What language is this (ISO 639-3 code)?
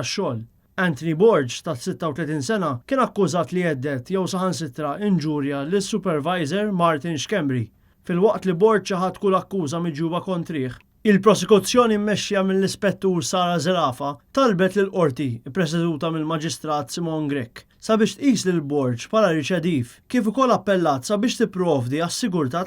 mlt